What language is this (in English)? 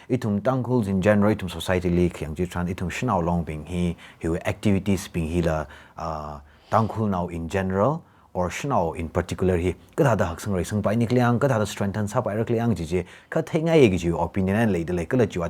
Tangkhul Naga (India)